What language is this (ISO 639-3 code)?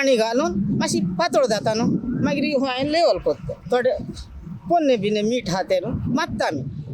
kok